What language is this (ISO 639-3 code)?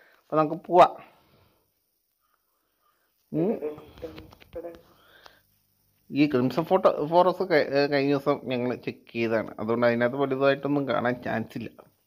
mal